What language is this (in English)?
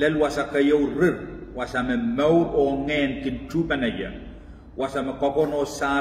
Pohnpeian